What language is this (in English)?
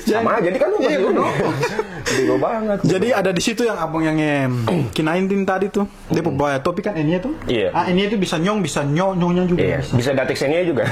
Ambonese Malay